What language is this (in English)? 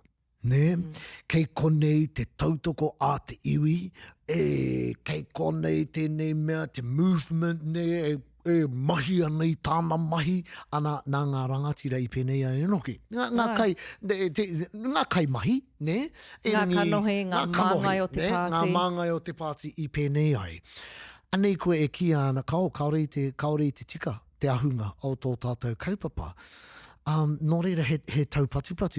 Māori